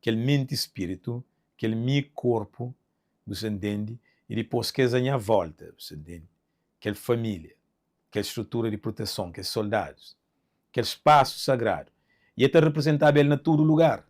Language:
Kabuverdianu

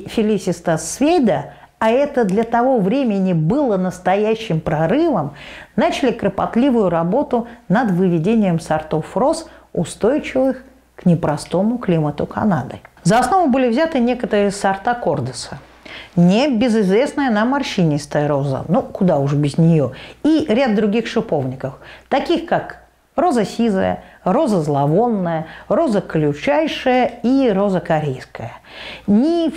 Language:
Russian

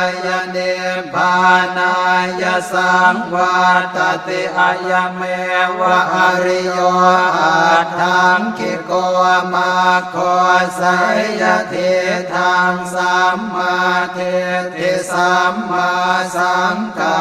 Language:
Pali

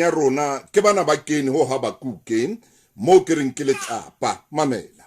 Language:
Southern Sotho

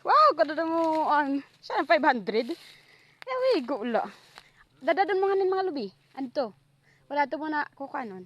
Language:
Waray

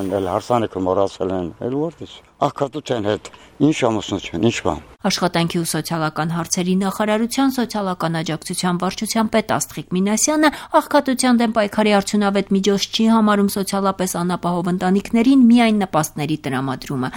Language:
Armenian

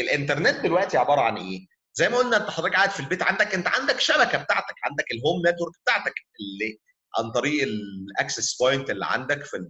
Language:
Egyptian Arabic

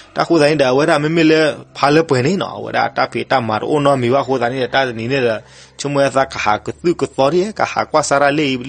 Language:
S'gaw Karen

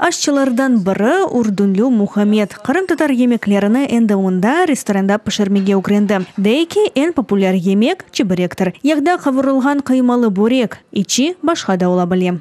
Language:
Crimean Tatar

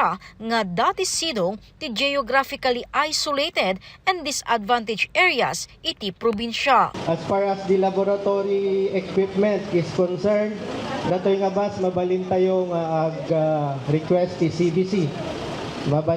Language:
Iloko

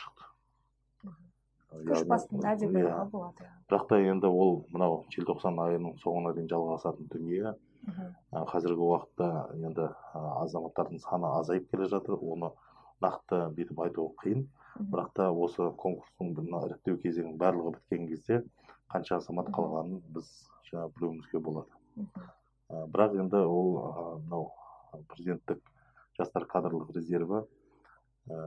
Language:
Kazakh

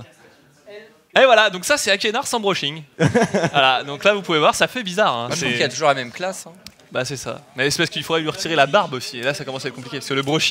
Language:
French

